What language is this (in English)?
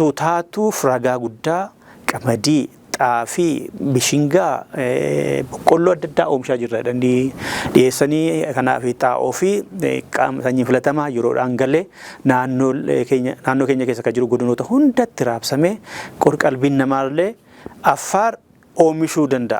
Oromo